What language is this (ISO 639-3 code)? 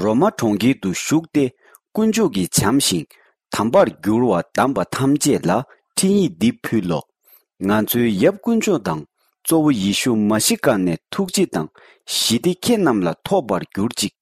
bod